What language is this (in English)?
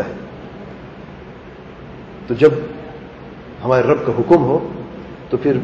Urdu